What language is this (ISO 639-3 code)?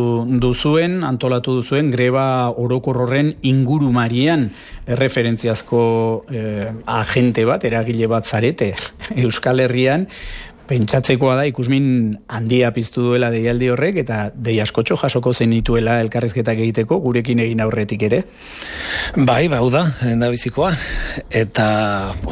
eus